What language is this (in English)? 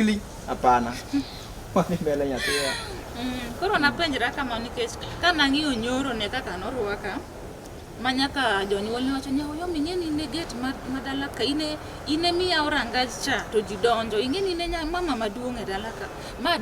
Luo (Kenya and Tanzania)